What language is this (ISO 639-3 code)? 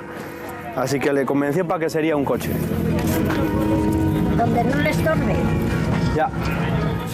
spa